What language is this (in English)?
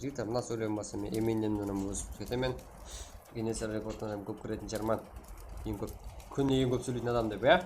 Kara-Kalpak